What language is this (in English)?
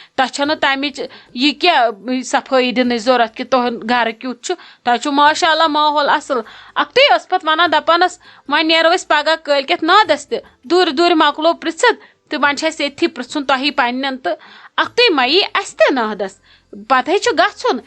Kashmiri